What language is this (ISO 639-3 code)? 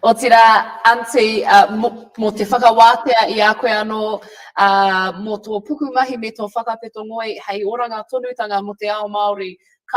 mri